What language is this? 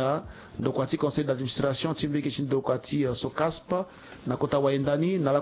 Sango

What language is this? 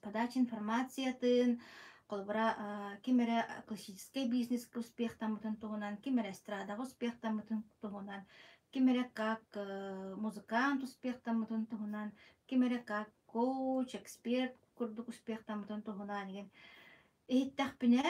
Yakut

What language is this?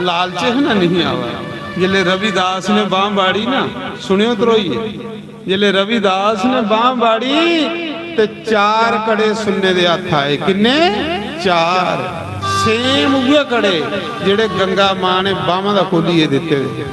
Dogri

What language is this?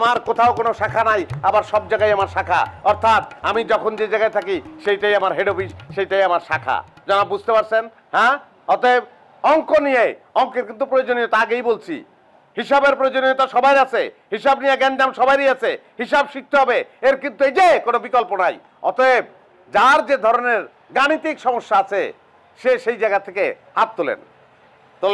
Bangla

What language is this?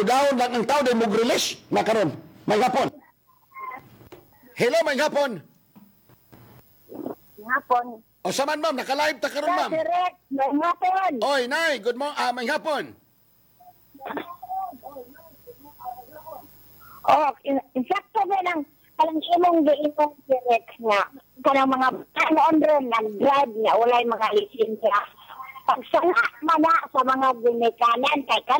Cebuano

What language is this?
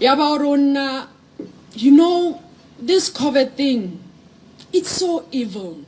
Southern Sotho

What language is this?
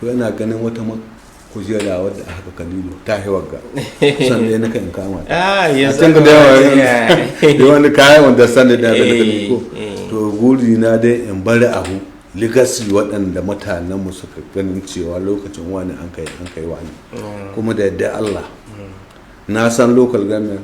Hausa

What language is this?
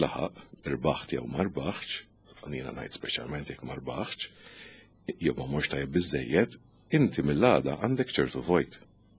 Maltese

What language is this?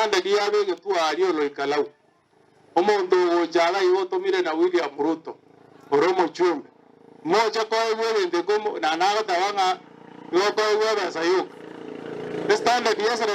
Gusii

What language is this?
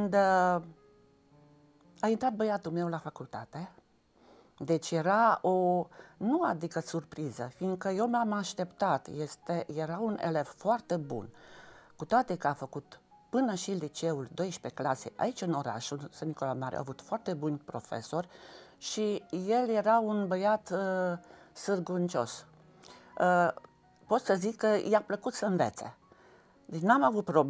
Romanian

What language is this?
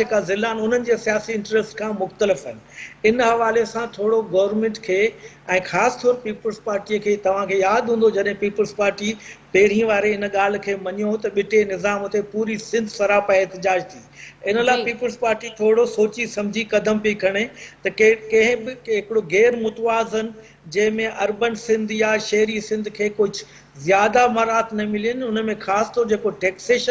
Sindhi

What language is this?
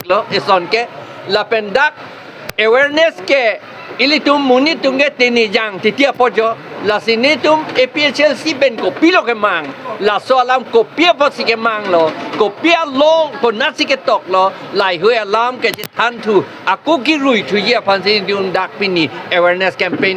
Karbi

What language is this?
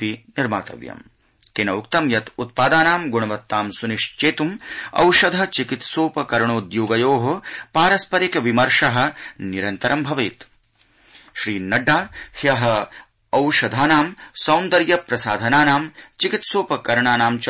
Sanskrit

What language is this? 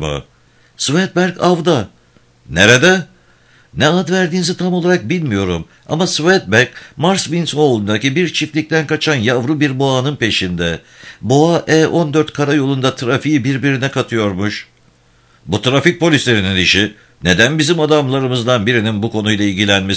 Turkish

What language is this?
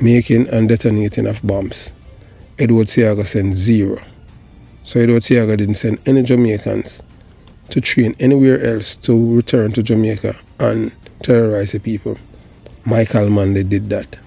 Jamaican Creole English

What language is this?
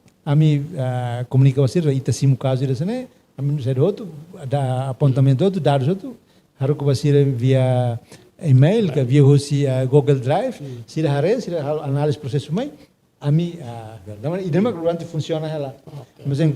Tetum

